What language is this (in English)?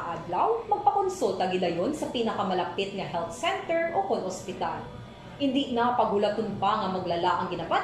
Hiligaynon